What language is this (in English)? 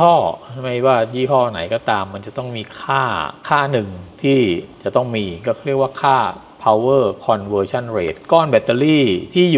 Thai